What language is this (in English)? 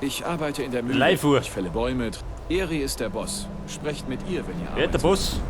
Bavarian